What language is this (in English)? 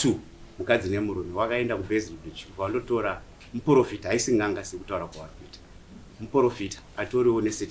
Shona